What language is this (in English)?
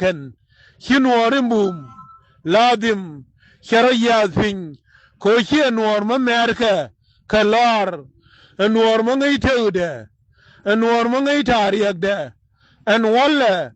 Nuer